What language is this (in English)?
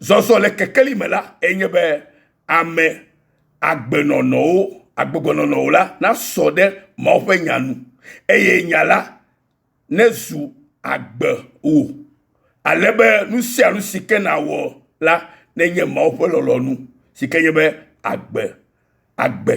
Ewe